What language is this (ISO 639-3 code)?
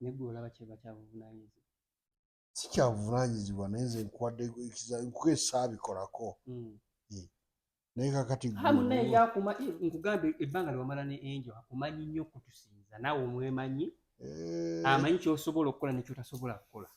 lug